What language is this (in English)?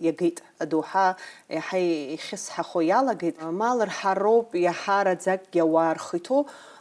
Abkhazian